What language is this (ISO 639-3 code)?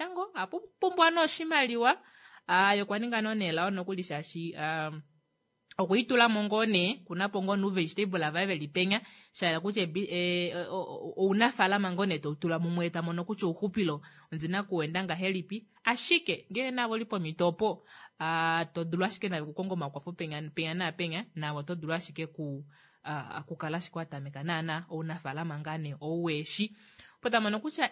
kua